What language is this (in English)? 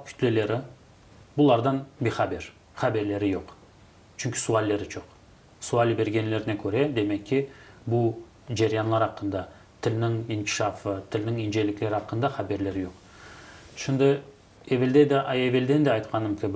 Crimean Tatar